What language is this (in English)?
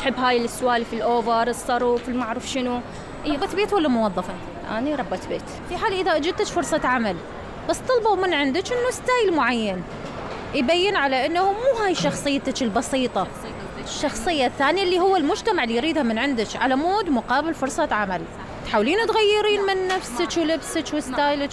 Mesopotamian Arabic